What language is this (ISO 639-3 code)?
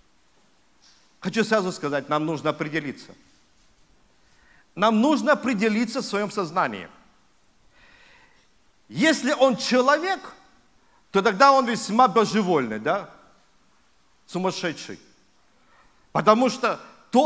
rus